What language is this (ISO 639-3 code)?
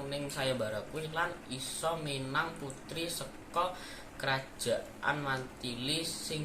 jav